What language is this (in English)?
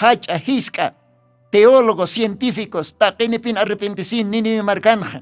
Aymara